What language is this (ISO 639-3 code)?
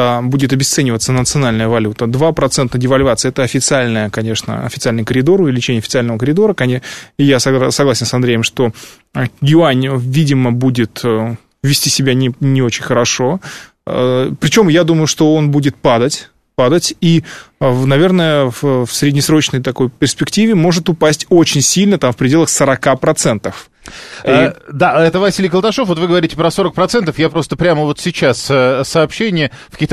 rus